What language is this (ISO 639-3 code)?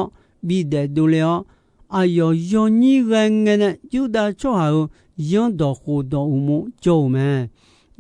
ahk